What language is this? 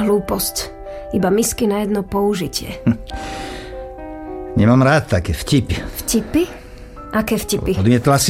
Slovak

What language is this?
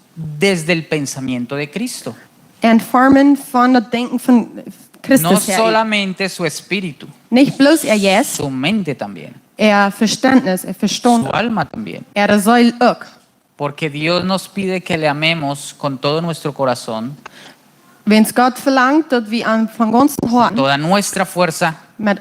Plautdietsch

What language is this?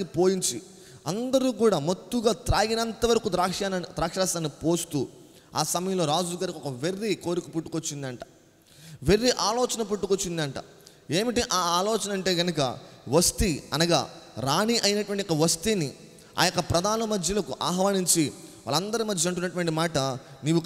Telugu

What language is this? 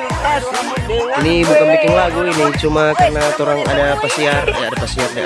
Manado Malay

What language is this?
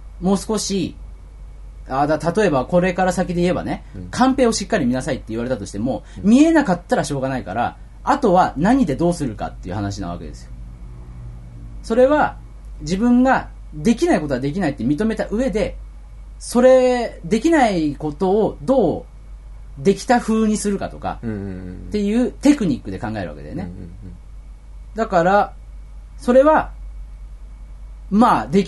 Japanese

